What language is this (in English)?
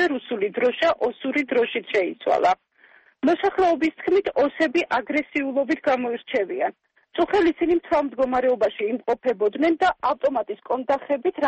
Georgian